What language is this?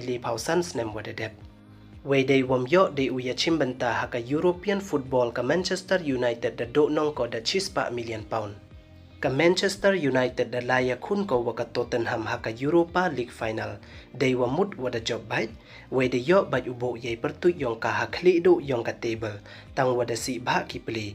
Pnar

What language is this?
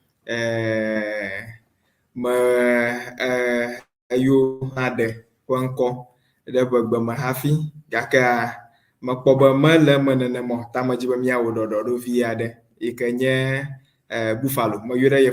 Ewe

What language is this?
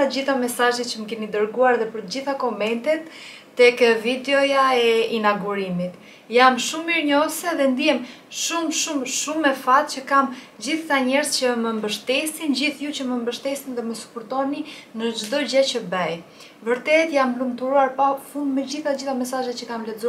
Albanian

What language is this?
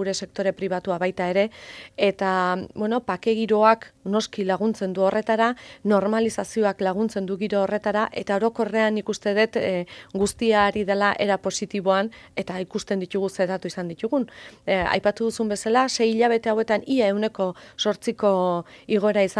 Basque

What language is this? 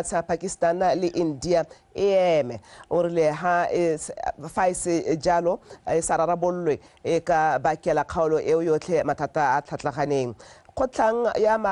Tswana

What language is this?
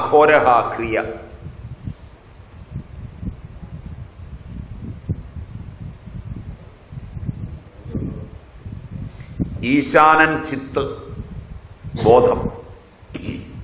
Malayalam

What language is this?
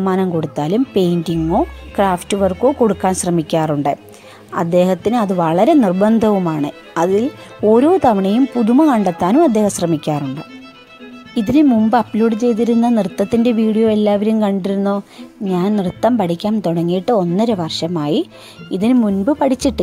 Malayalam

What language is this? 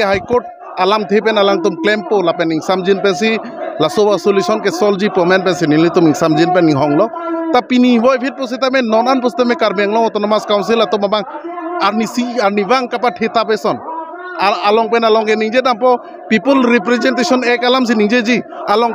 Karbi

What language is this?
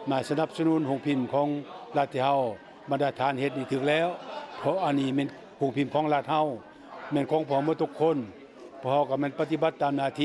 Lao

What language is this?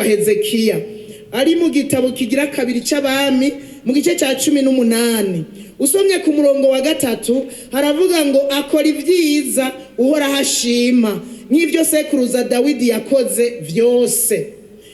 Rundi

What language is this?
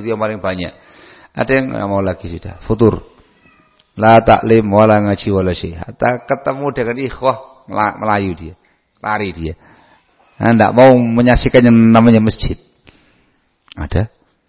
Indonesian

